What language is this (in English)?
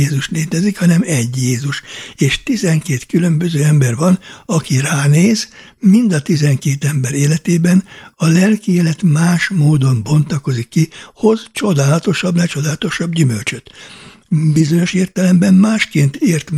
Hungarian